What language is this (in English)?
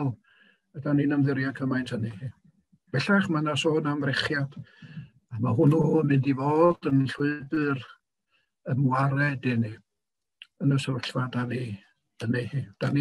Welsh